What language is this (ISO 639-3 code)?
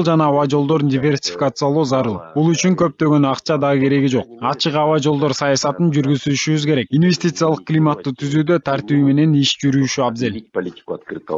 kir